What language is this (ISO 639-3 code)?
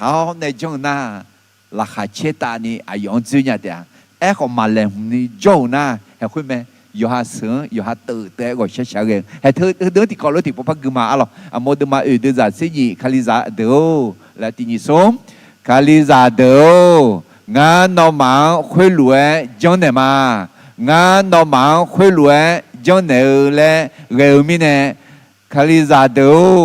ahk